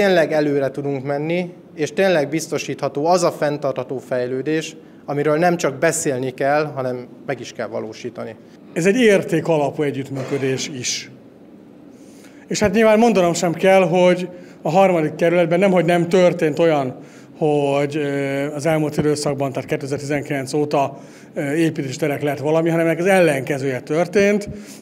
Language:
Hungarian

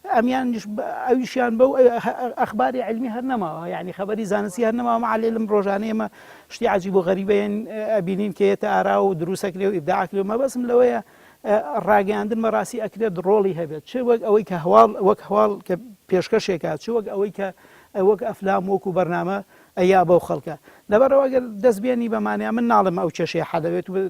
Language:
Central Kurdish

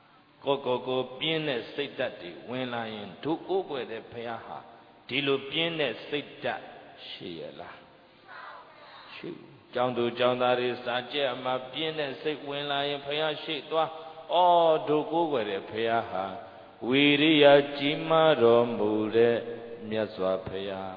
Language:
Burmese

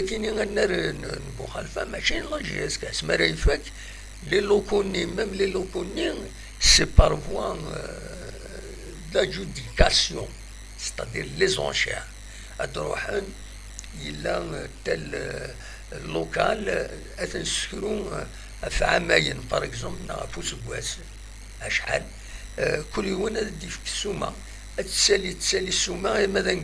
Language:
Kabyle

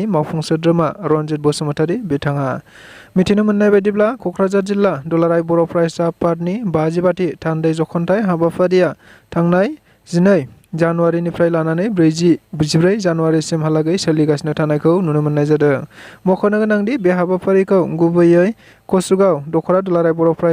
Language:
Bodo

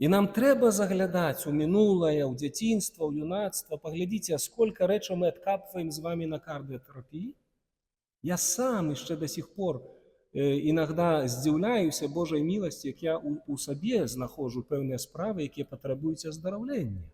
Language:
Belarusian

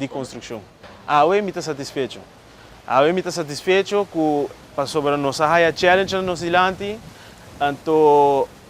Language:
Papiamento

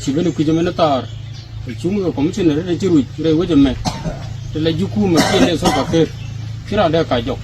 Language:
Nuer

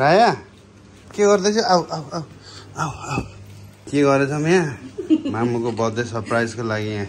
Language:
Nepali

